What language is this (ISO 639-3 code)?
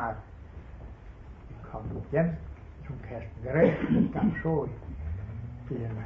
dan